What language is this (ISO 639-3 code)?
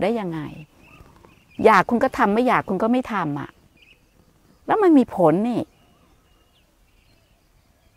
tha